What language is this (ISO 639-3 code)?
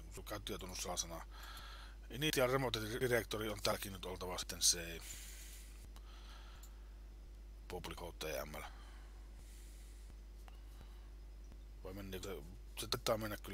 fin